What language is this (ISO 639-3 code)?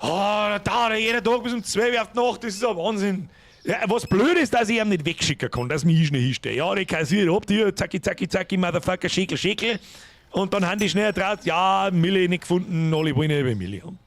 bar